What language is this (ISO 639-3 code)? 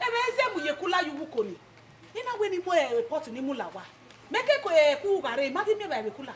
bin